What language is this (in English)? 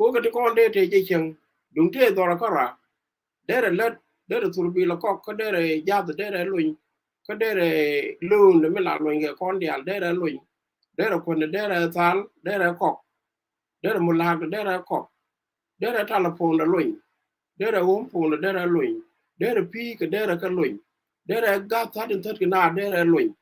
Nuer